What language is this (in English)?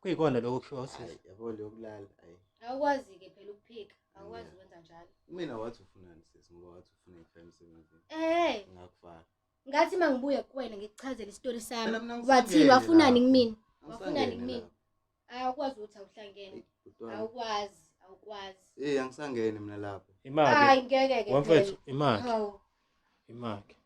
Zulu